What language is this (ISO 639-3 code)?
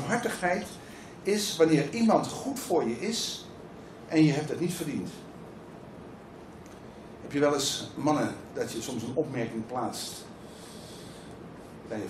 nld